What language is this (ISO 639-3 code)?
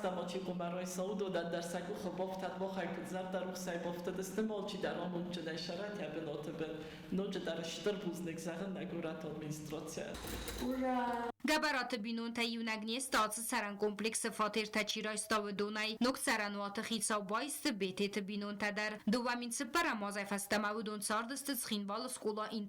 oss